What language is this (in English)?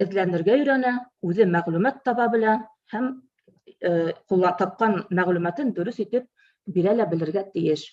Bashkir